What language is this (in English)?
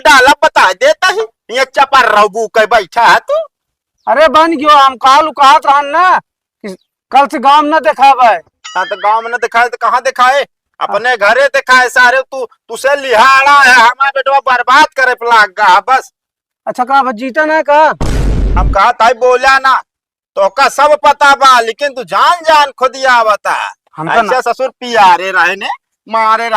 Awadhi